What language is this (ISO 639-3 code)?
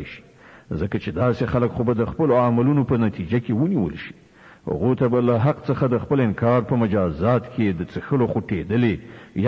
pus